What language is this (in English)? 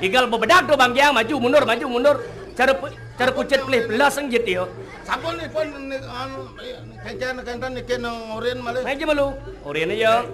Balinese